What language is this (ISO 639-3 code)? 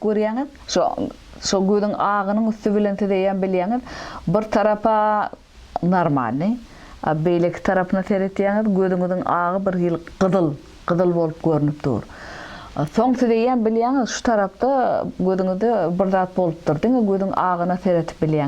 tuk